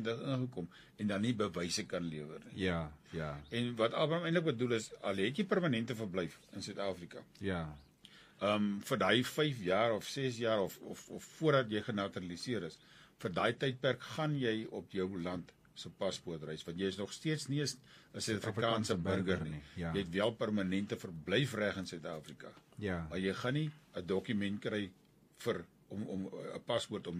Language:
Afrikaans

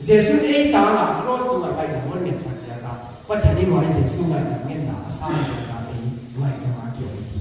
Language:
Paite Chin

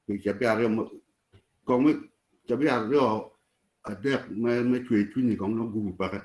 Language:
Acoli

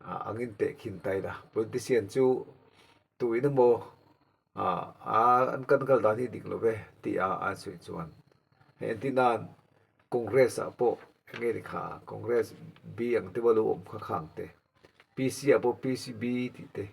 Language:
Mizo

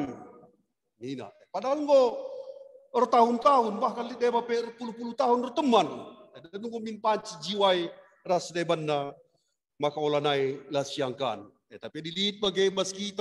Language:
Batak Karo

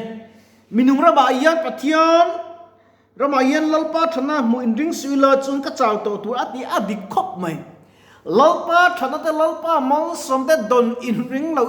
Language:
Mizo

